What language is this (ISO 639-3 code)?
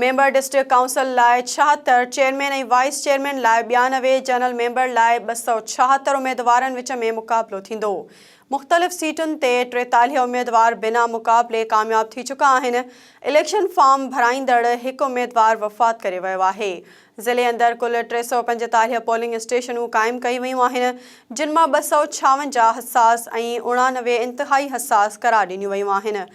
snd